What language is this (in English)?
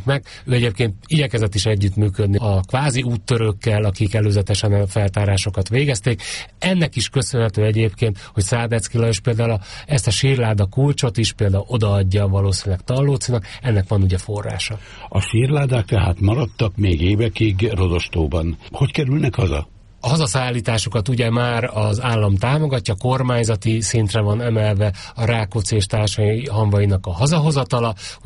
Hungarian